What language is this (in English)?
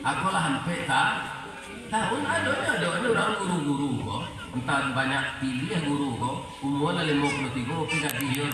Minangkabau